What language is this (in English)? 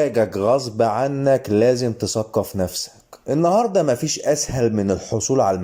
Egyptian Arabic